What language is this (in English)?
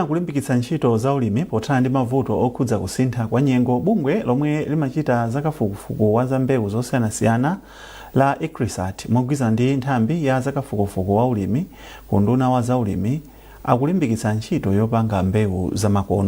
Nyanja